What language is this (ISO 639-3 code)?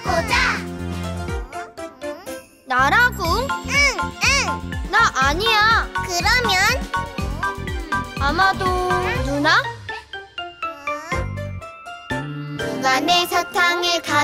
kor